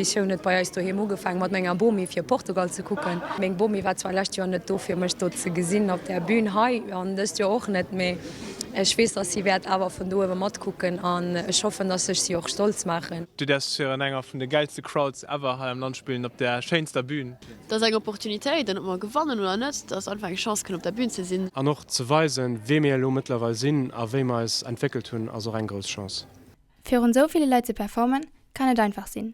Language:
Luxembourgish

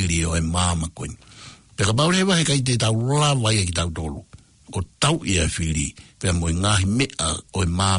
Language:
Tongan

